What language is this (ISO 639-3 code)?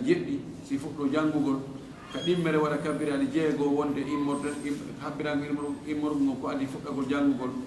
ful